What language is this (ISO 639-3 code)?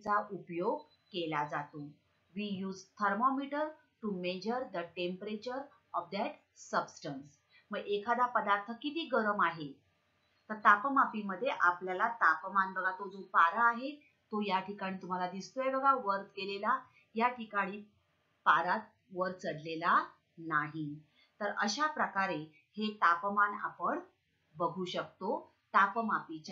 mar